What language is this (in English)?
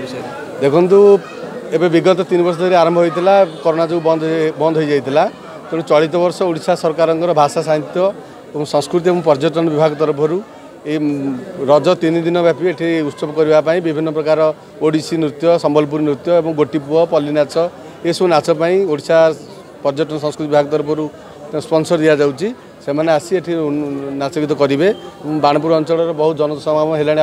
Odia